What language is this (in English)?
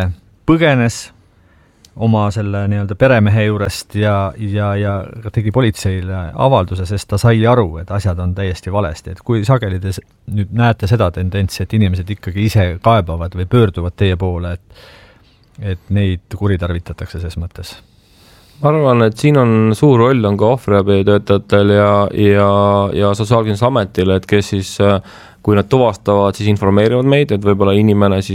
Estonian